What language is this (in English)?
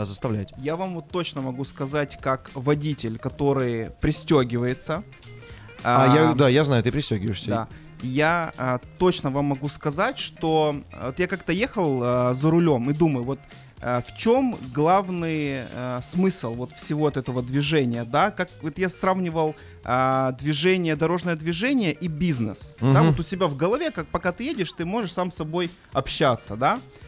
Russian